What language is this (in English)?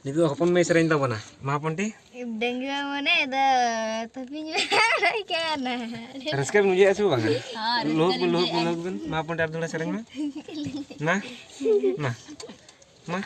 Santali